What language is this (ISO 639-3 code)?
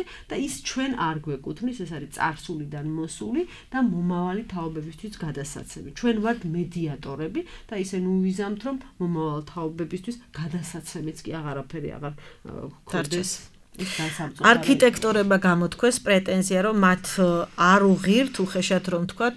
kat